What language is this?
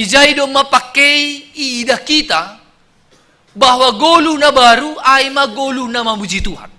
Batak Simalungun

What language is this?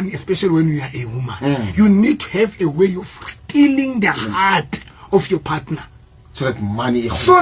Southern Sotho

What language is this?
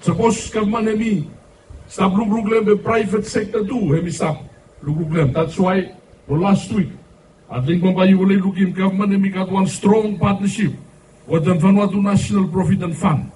Bislama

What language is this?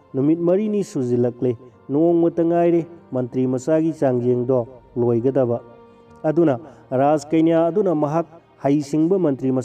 Manipuri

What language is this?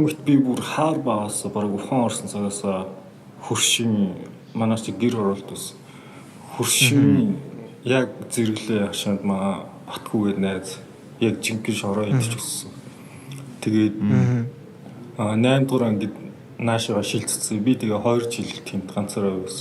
Mongolian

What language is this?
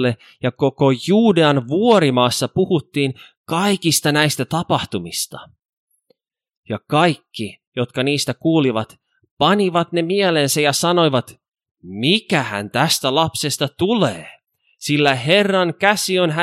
Finnish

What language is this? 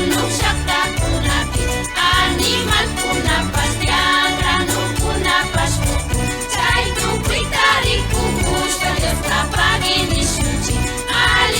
Imbabura Highland Quichua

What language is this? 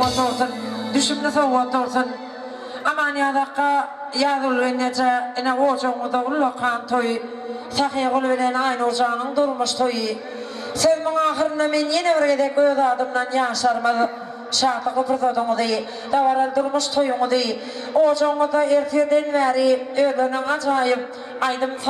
Turkmen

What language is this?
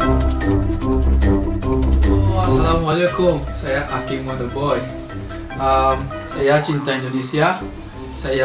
Betawi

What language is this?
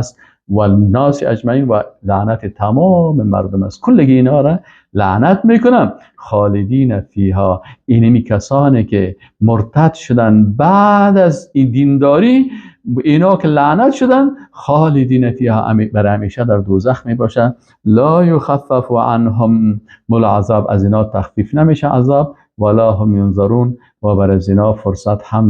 Persian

